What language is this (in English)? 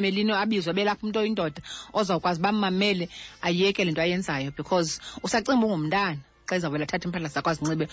Xhosa